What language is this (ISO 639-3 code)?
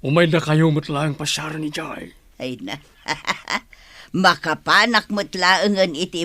ilo